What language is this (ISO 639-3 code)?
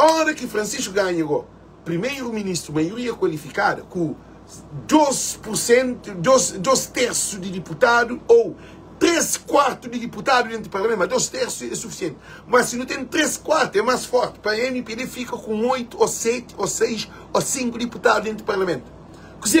kea